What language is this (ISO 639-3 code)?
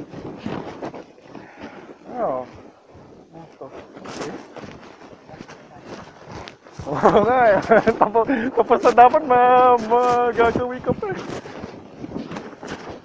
fil